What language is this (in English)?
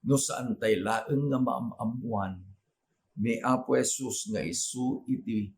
Iloko